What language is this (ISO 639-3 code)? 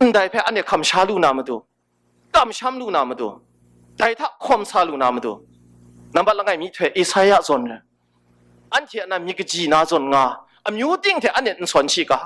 kac